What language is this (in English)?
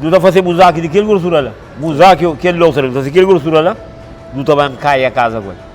Kabuverdianu